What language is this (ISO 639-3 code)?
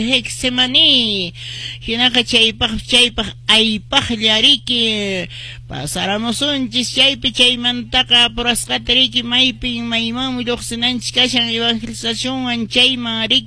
que